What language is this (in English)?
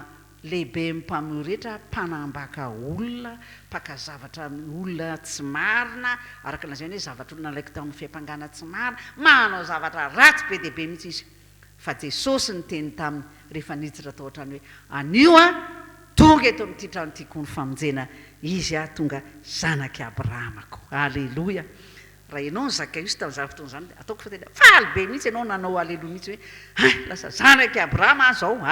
Malagasy